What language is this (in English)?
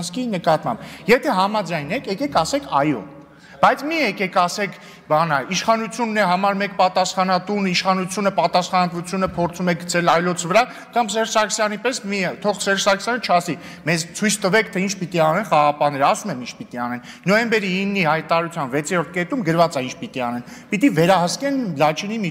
Armenian